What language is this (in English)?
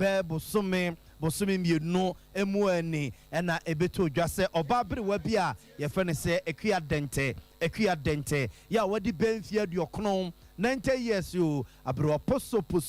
Akan